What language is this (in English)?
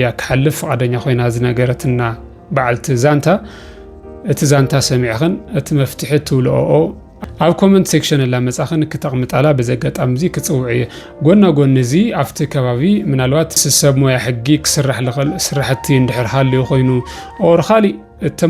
Tigrinya